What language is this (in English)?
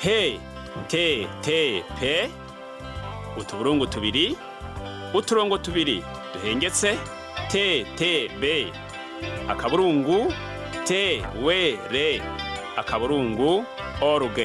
Rundi